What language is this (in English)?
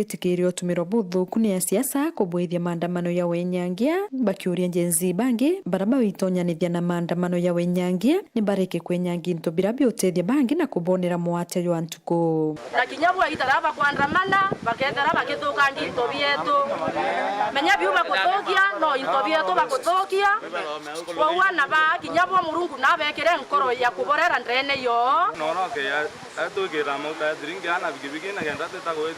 Meru